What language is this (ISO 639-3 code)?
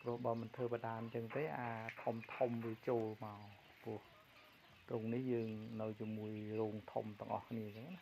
khm